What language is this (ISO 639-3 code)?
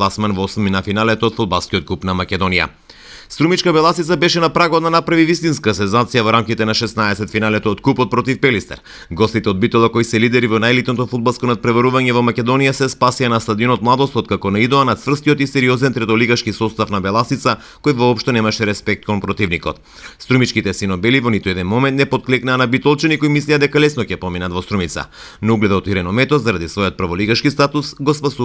mkd